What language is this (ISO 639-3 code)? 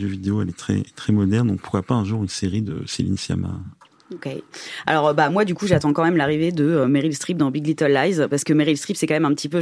fra